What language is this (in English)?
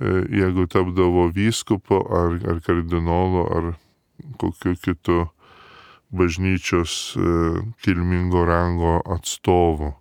Lithuanian